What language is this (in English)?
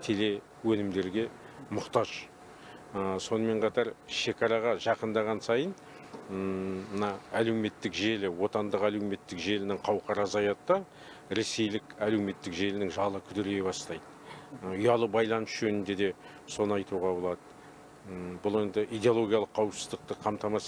Kazakh